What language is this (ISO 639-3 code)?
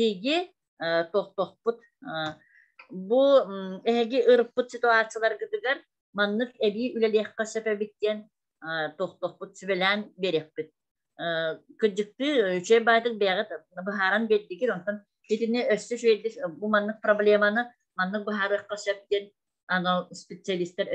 sah